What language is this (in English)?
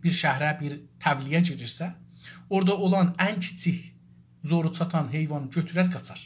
South Azerbaijani